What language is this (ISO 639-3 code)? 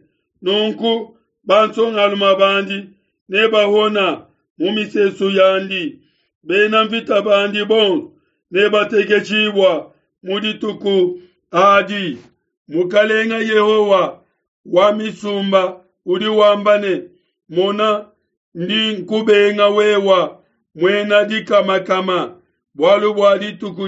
lua